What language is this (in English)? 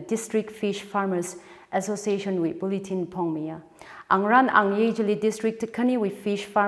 Tangkhul Naga (India)